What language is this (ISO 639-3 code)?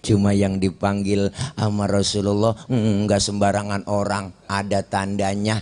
bew